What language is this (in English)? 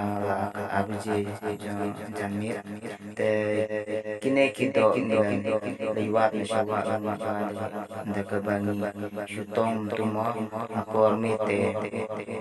Khasi